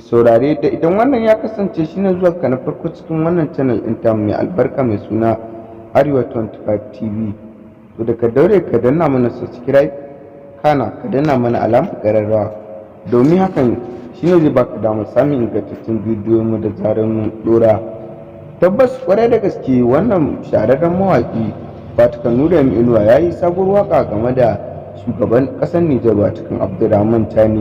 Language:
Hausa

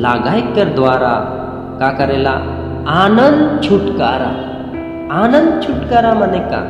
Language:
Sadri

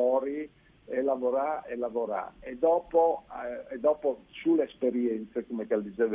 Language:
Friulian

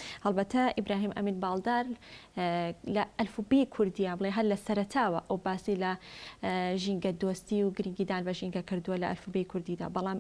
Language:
Central Kurdish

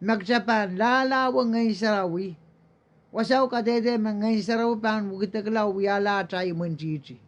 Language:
Pohnpeian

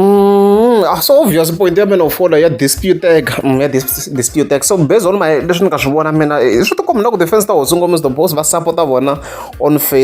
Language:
Tsonga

